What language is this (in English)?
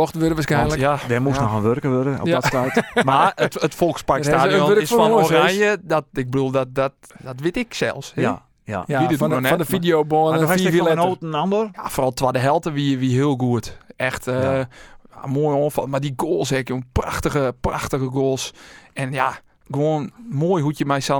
Western Frisian